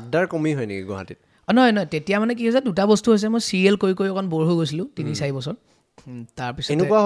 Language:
Assamese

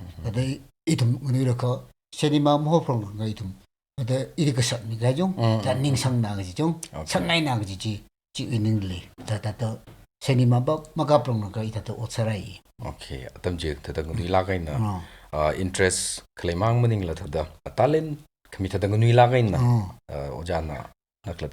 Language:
Tangkhul Naga (India)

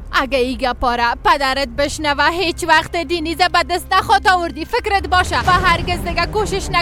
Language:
Persian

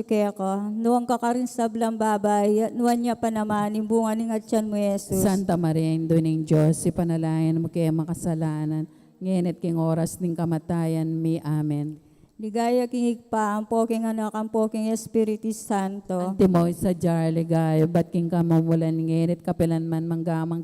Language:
Pampanga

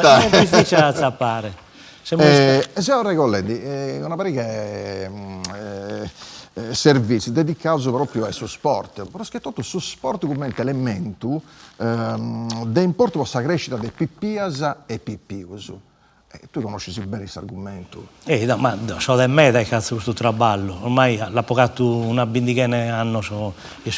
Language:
Sardinian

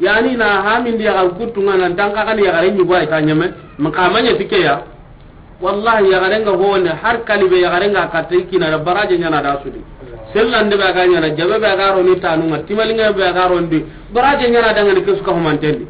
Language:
Soninke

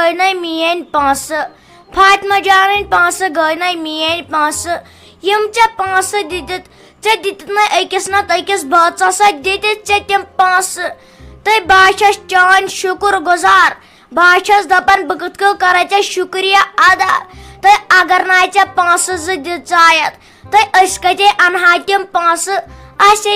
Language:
Kashmiri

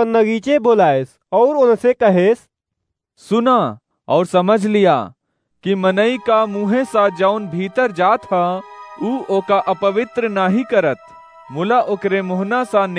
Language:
Awadhi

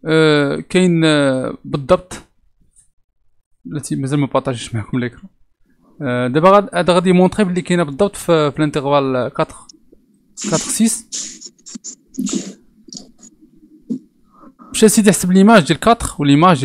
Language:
Moroccan Arabic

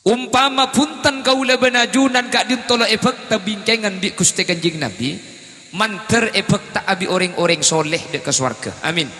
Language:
Madurese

